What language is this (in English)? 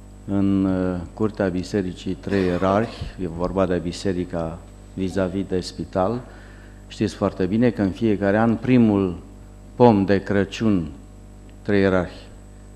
Romanian